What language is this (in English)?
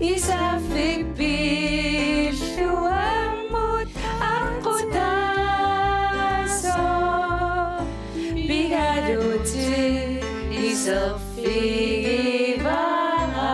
Kalaallisut